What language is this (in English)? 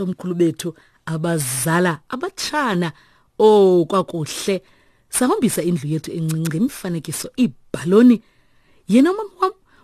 Xhosa